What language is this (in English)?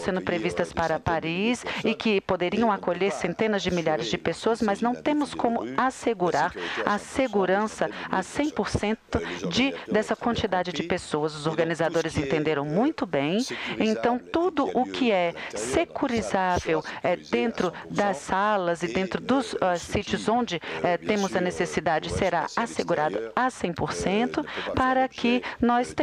Portuguese